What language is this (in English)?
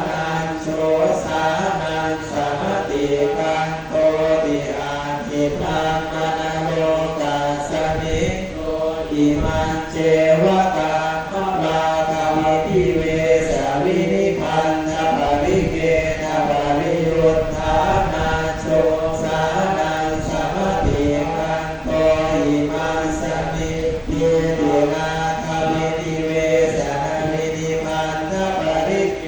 Pali